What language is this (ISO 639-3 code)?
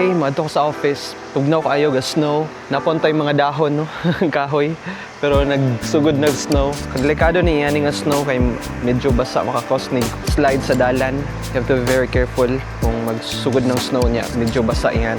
ceb